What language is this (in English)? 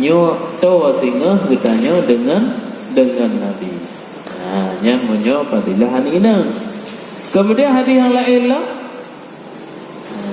Achinese